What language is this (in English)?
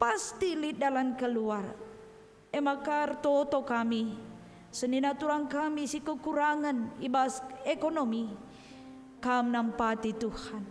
Batak Karo